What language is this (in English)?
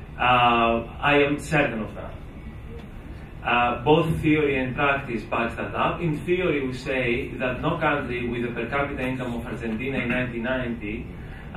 English